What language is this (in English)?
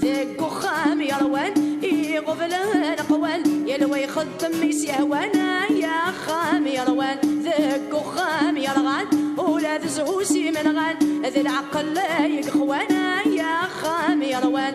Kabyle